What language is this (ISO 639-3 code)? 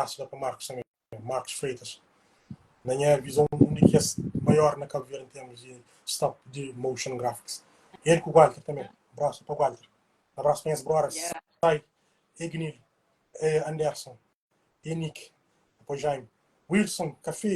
kea